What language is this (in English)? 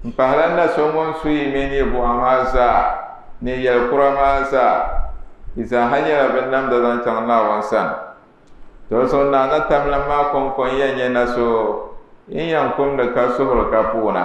Dagbani